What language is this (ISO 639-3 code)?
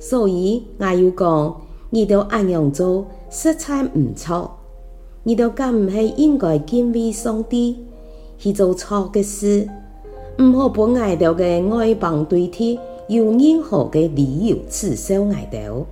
hak